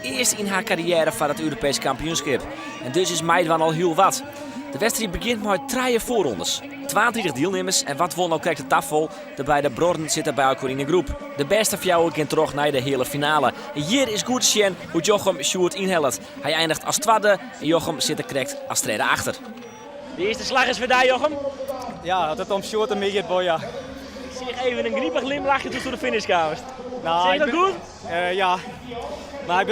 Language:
Western Frisian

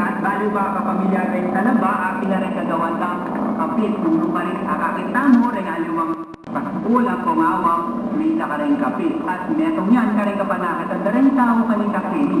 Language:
Pampanga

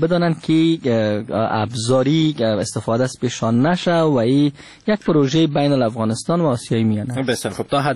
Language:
Persian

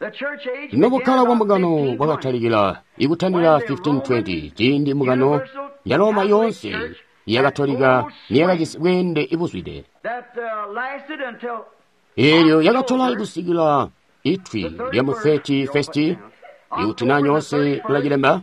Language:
Tonga (Zambia)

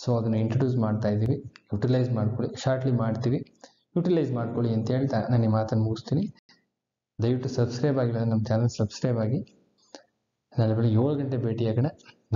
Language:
Kannada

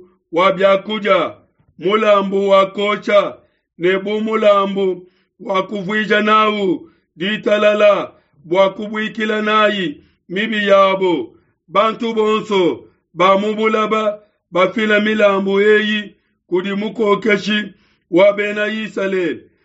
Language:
Luba-Lulua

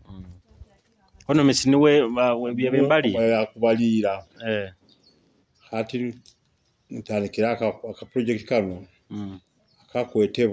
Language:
Nyoro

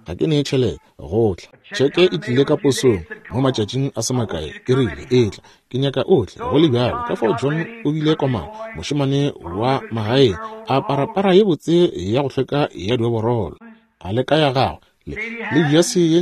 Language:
Northern Sotho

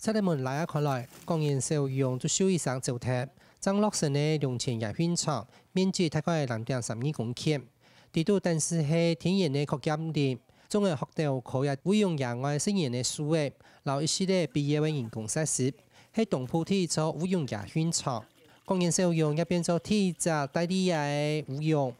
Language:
Hakka Chinese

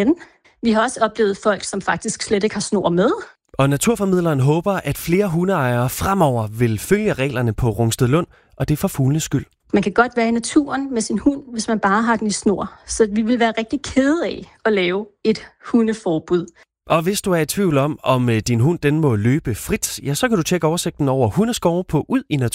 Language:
Danish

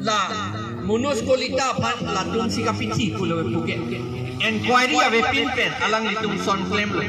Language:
Karbi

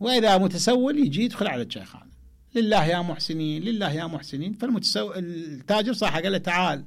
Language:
Mesopotamian Arabic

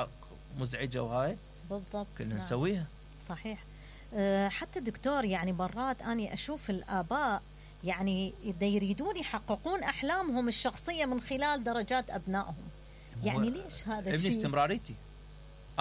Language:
Mesopotamian Arabic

